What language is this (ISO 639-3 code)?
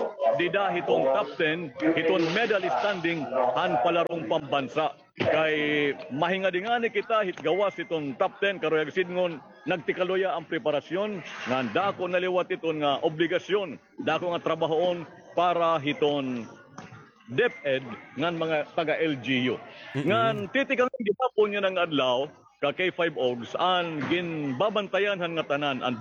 war